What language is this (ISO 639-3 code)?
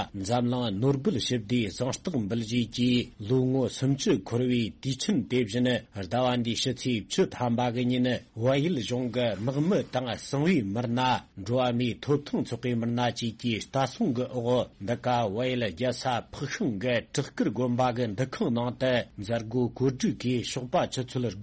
bod